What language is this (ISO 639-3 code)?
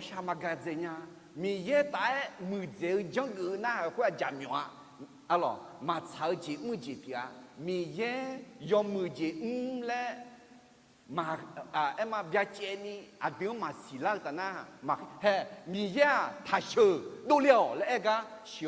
ahk